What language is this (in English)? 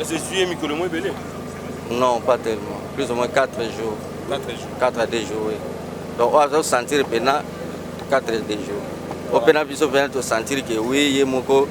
Lingala